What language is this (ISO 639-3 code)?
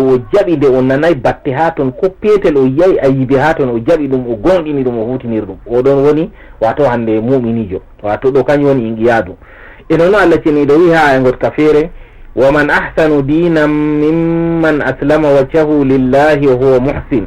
ful